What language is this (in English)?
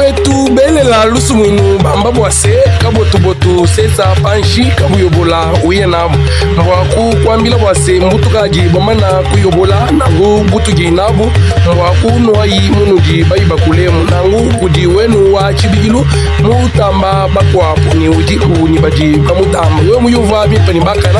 Luba-Lulua